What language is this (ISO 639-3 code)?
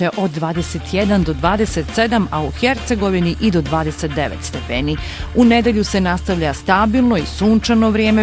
bos